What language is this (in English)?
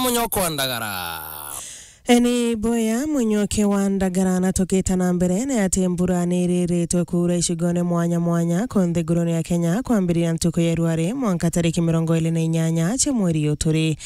Meru